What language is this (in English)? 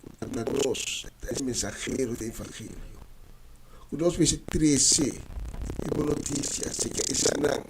Papiamento